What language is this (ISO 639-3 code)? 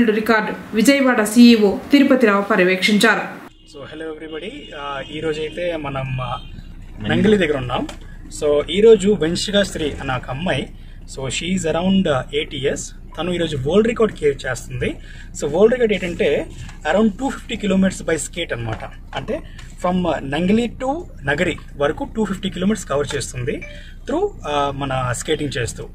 tel